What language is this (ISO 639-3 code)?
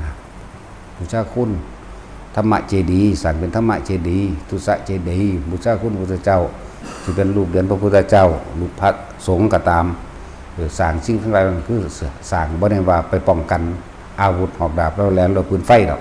lao